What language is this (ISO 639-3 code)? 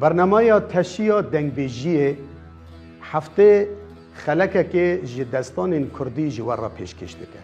kur